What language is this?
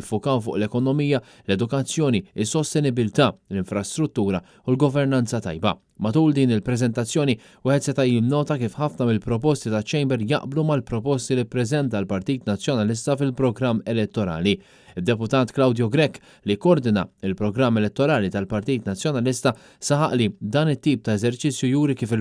Maltese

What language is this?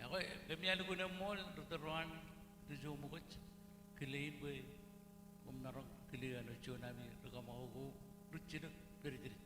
Marshallese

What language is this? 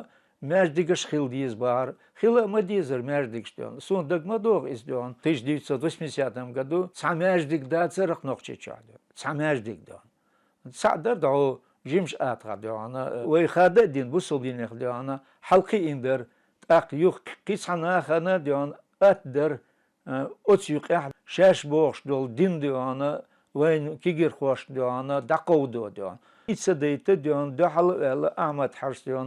Chechen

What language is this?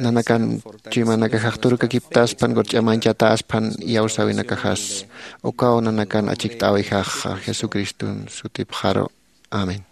Aymara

